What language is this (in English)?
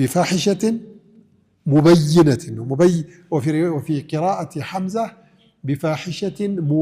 Amharic